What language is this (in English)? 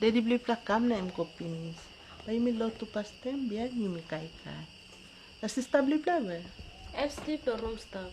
Tok Pisin